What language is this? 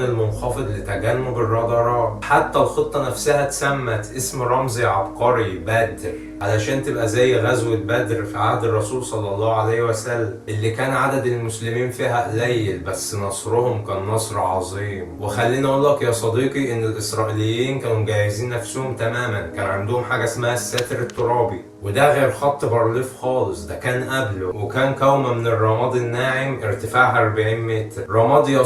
Egyptian Arabic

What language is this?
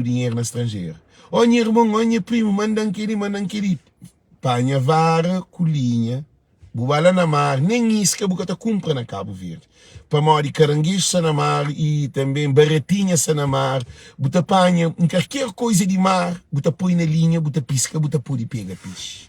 Kabuverdianu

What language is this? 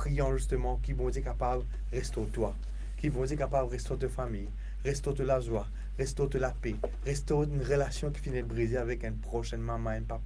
Morisyen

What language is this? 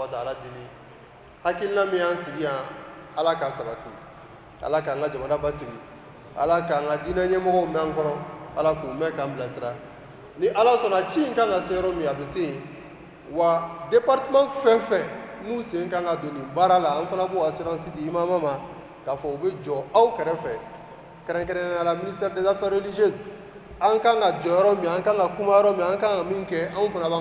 Bambara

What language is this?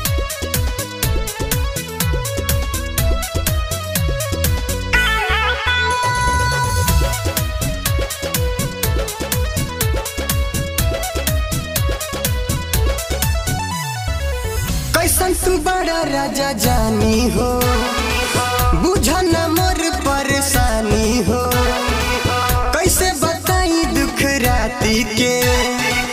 Bhojpuri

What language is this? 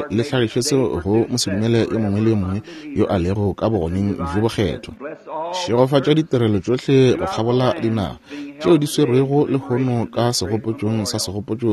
Northern Sotho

